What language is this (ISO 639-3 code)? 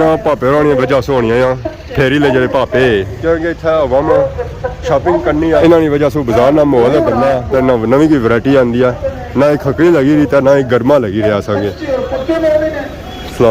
phr